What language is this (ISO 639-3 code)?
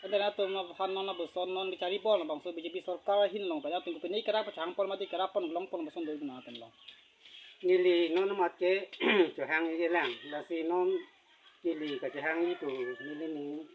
mjw